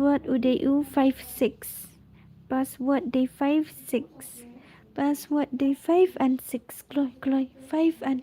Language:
Khasi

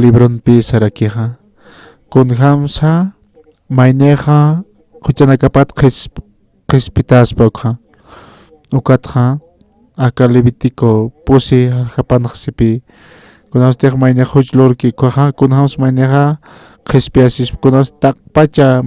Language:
Aymara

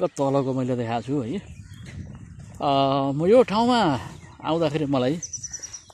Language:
Nepali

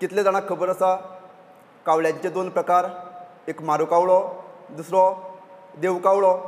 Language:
Konkani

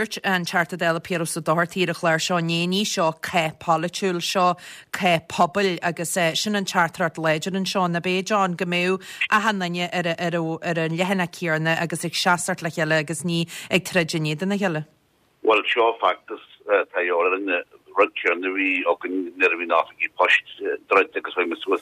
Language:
Irish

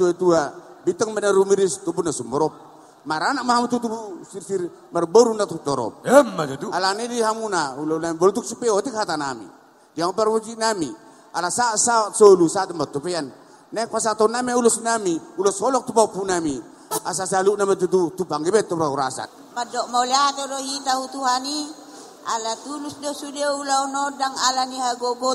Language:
Batak Toba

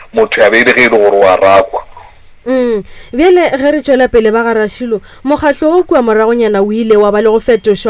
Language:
Northern Sotho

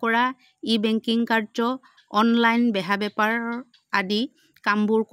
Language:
Assamese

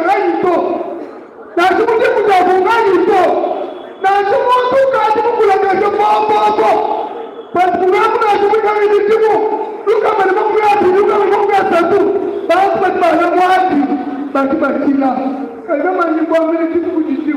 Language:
Luba-Lulua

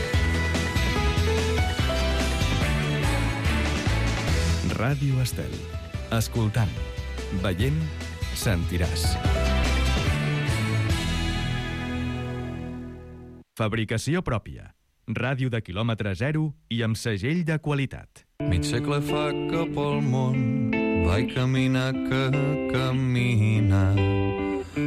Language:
Catalan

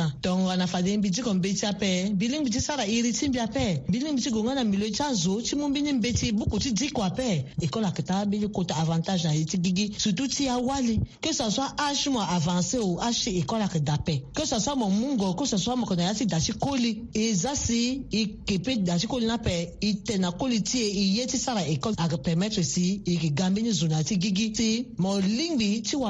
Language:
Sango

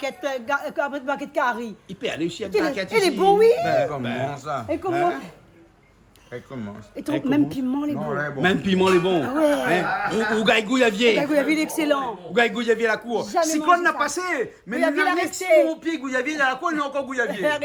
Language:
Réunion Creole French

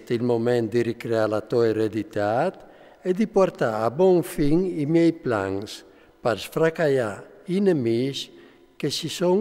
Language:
Friulian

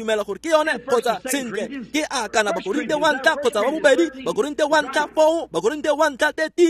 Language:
Tswana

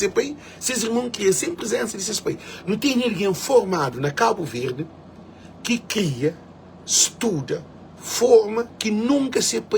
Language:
Kabuverdianu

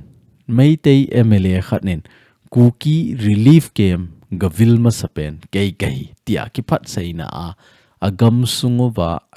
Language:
Thado Chin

